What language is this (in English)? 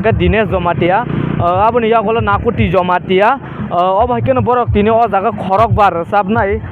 Kok Borok